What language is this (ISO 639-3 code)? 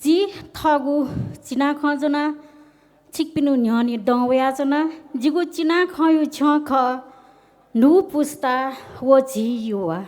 new